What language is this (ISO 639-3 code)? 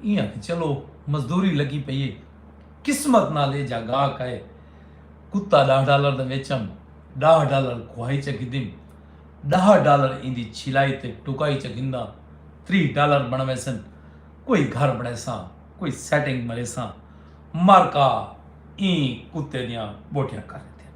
skr